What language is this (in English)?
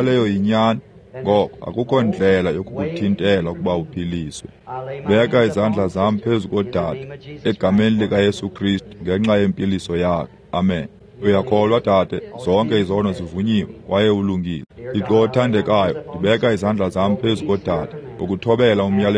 Xhosa